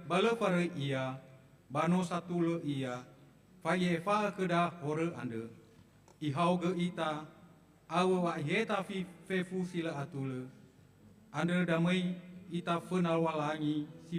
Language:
Nias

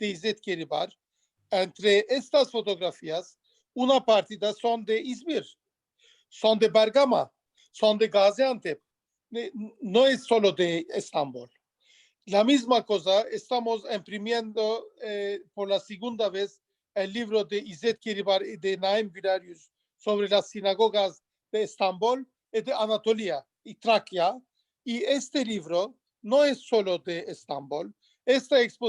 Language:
Ladino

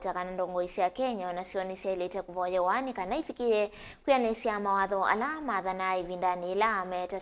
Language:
Kamba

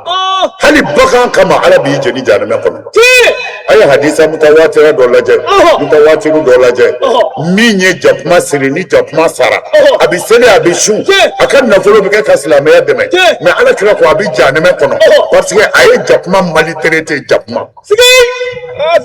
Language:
Bambara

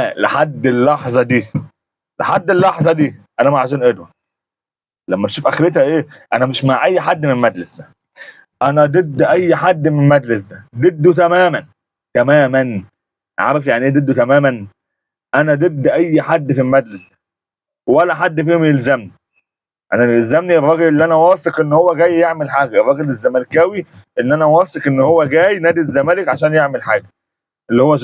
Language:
Egyptian Arabic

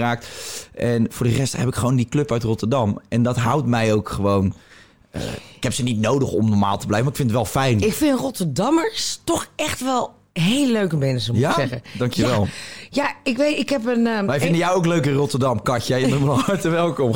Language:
Dutch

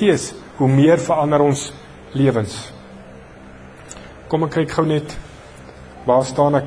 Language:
Afrikaans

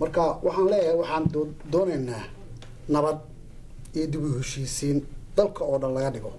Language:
Somali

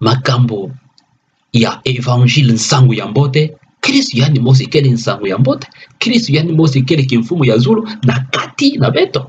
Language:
Kituba (Democratic Republic of Congo)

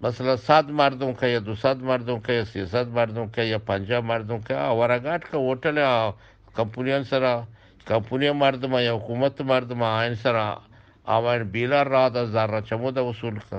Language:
Eastern Balochi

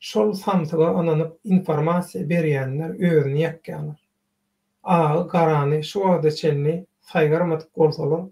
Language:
Turkmen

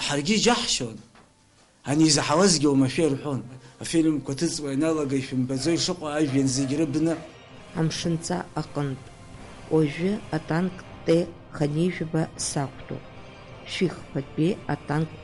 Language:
Abkhazian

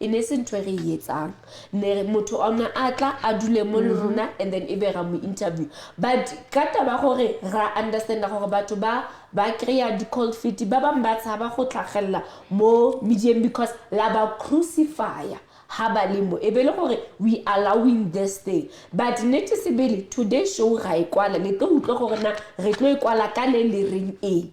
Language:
Southern Sotho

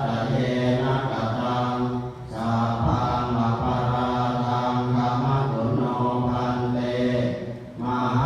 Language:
Pali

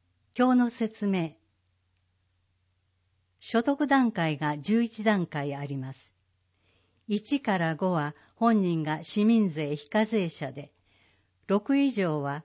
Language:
Japanese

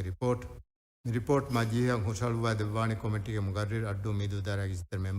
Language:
Divehi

